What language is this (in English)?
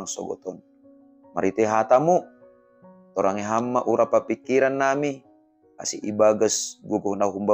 Batak Simalungun